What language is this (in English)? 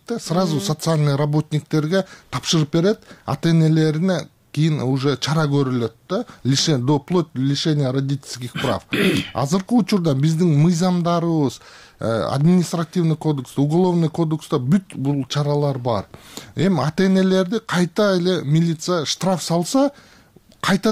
Kyrgyz